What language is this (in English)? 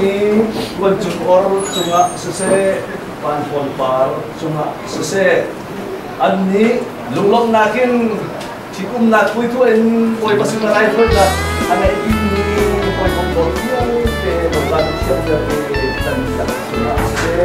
Hakha Chin